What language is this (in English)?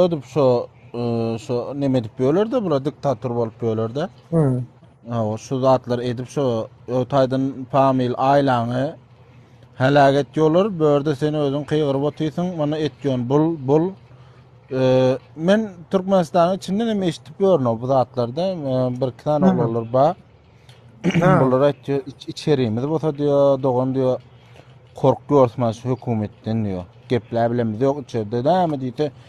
Turkmen